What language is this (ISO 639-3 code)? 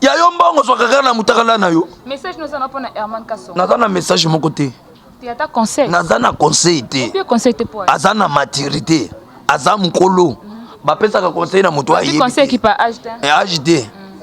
lin